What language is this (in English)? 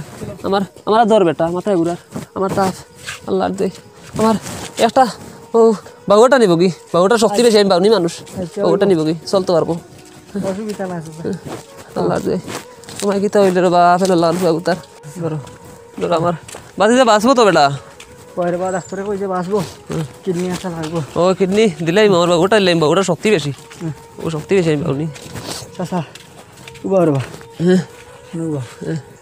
Sylheti